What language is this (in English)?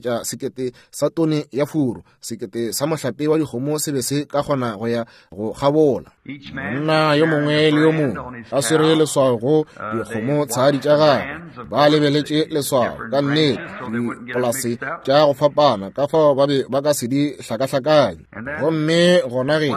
Northern Sotho